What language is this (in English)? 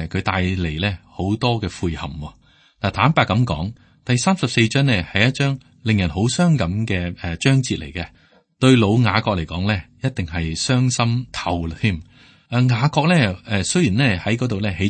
Cantonese